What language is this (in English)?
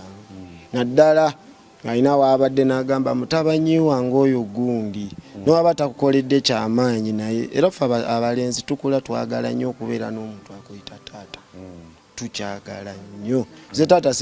Ganda